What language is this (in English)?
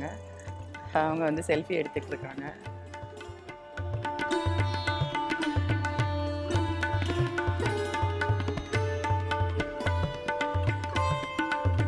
Tamil